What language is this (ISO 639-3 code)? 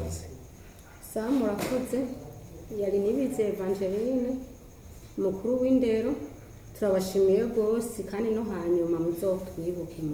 run